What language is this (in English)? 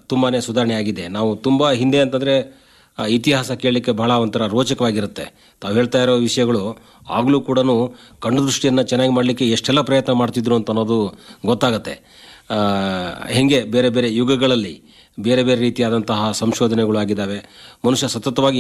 Kannada